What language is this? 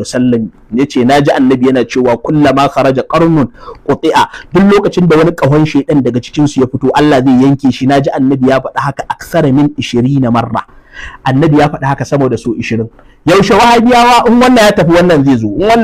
Hausa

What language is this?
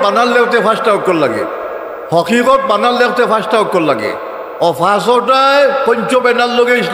Sylheti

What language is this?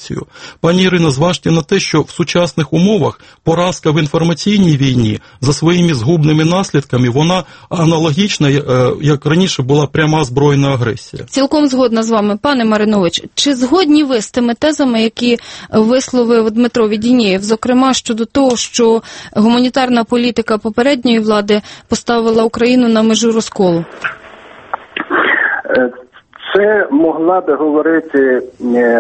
Ukrainian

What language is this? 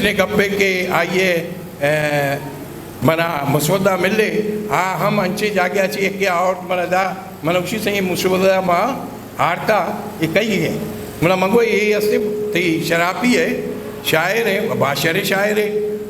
Eastern Balochi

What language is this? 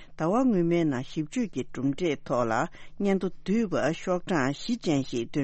Tibetan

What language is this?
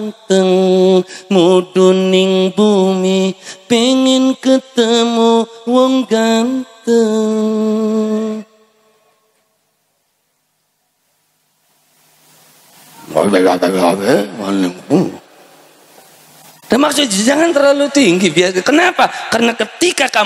Javanese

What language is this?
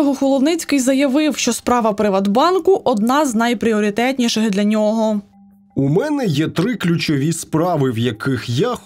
Ukrainian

